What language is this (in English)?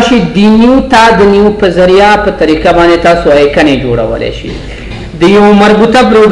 Pashto